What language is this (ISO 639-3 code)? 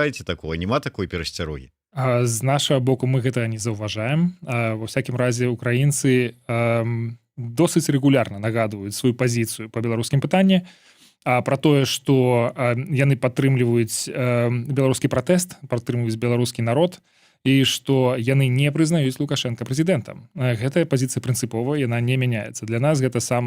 bel